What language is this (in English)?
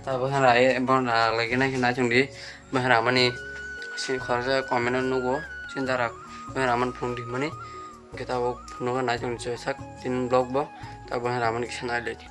Kok Borok